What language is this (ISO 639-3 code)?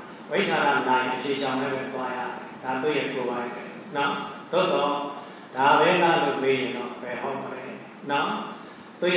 mya